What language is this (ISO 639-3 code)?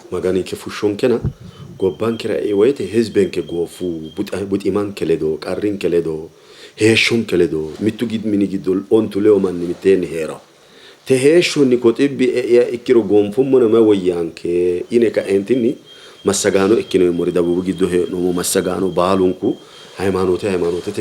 sid